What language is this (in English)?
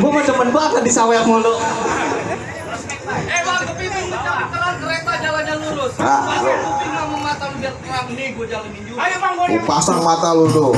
Betawi